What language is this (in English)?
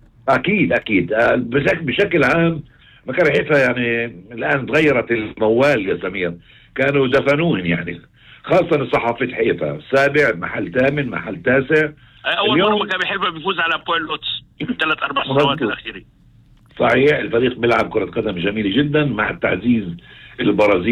North Levantine Arabic